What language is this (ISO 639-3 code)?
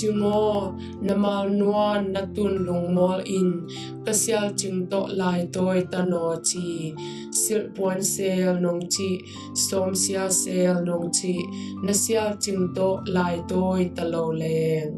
ctd